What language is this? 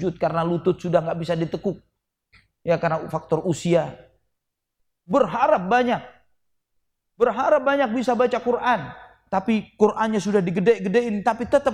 Indonesian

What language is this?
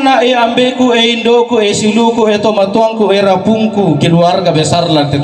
Toraja-Sa'dan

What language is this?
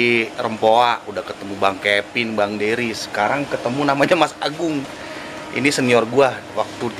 Betawi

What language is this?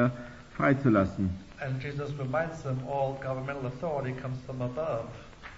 German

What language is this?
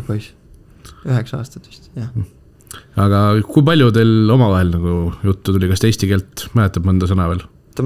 Estonian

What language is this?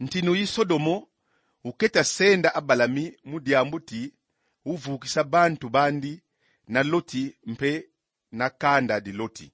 Kongo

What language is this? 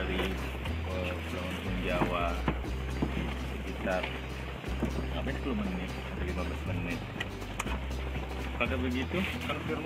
Indonesian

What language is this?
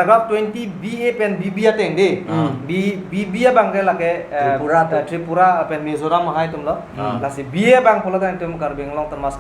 Karbi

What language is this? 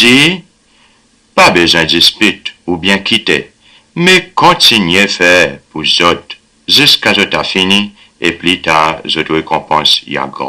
Seselwa Creole French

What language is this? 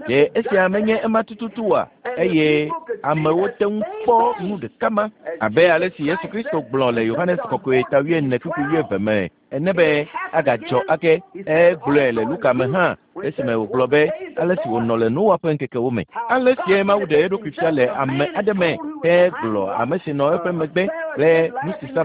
Ewe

